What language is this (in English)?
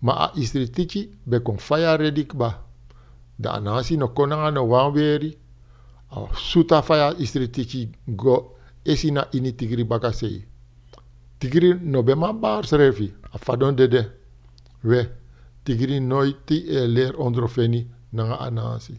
Sranan Tongo